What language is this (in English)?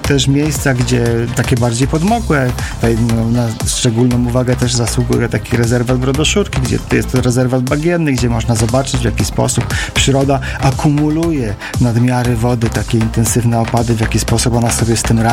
Polish